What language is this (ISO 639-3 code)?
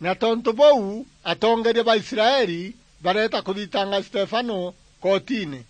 mer